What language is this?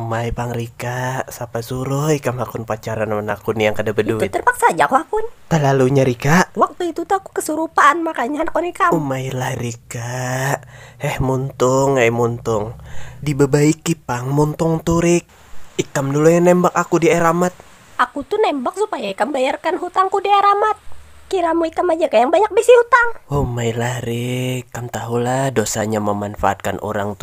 Banjar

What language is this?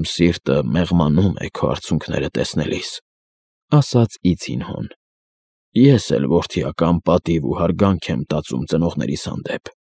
Armenian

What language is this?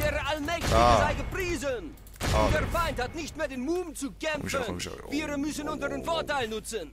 Swiss German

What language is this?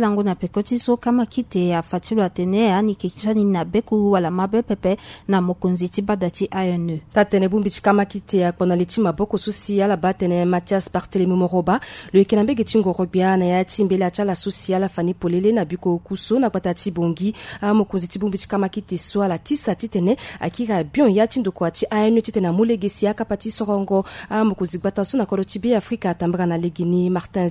Sango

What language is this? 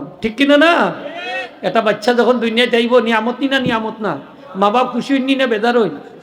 Sylheti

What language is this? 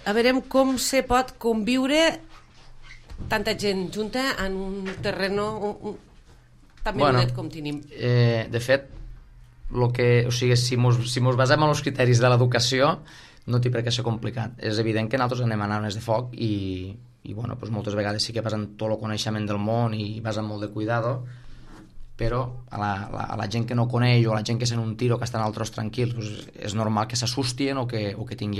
Catalan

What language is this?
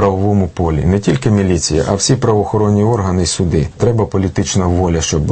Ukrainian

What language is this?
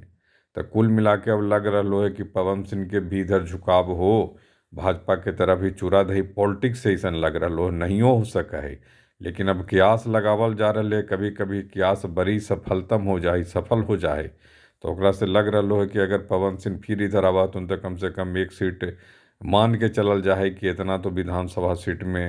Magahi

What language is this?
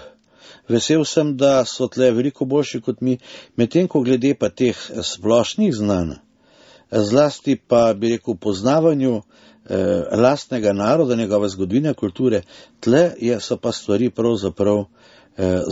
Slovenian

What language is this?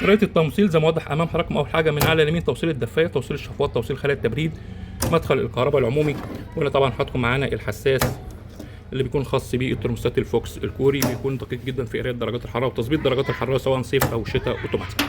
Egyptian Arabic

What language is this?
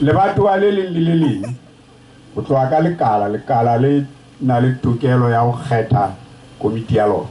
Southern Sotho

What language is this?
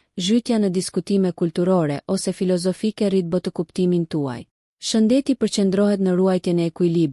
Albanian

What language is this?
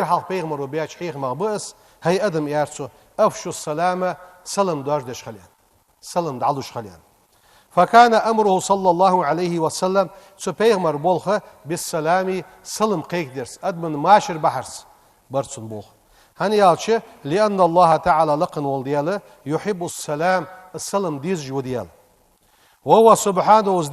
Ingush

